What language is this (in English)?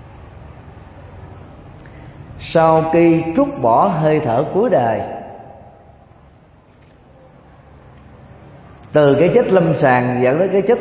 Vietnamese